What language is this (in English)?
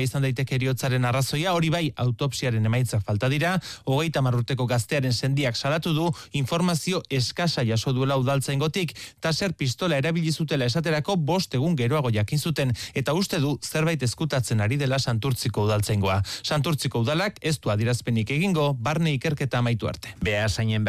Basque